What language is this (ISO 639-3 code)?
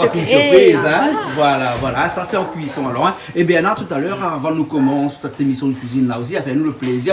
rcf